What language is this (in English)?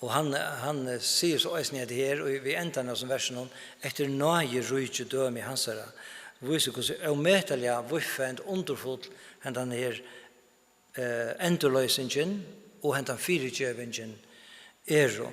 Faroese